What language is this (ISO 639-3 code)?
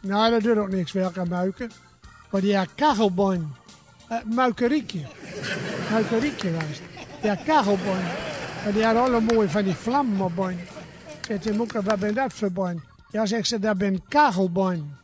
gos